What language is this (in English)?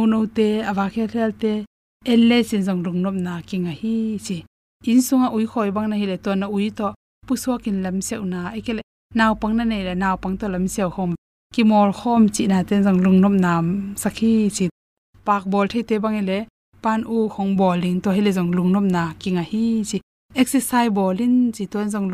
Tedim Chin